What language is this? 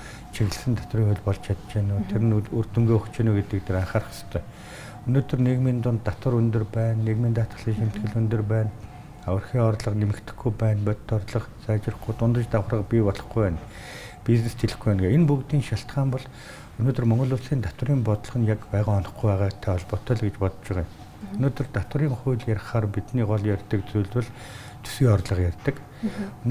Mongolian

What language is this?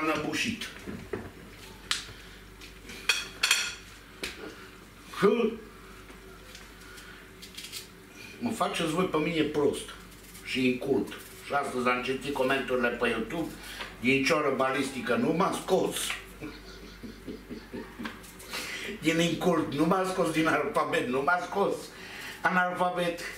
Romanian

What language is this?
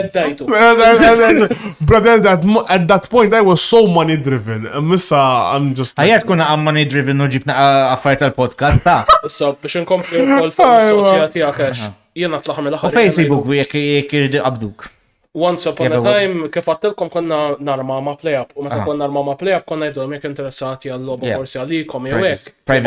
Maltese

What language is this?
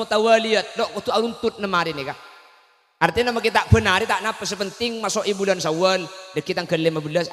Madurese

